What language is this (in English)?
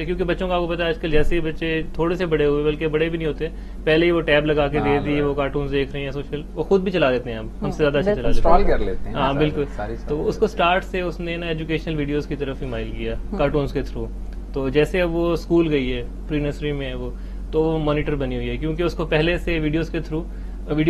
Urdu